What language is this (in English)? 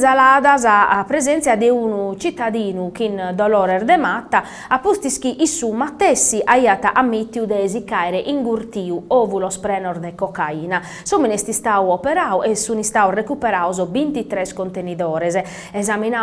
Sardinian